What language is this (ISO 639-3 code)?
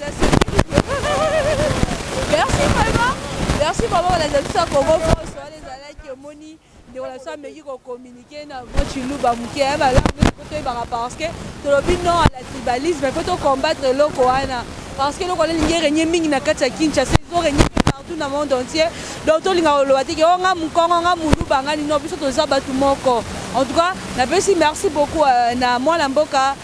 lin